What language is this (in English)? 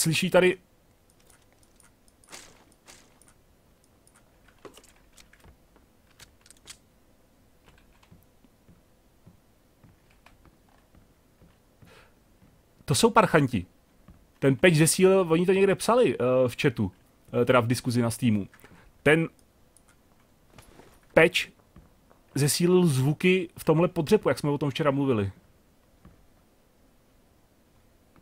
Czech